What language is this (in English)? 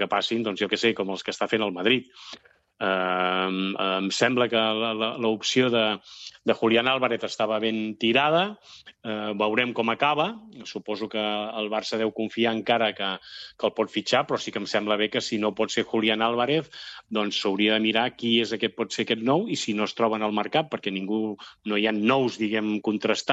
Catalan